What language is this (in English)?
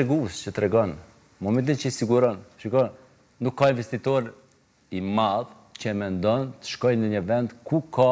Albanian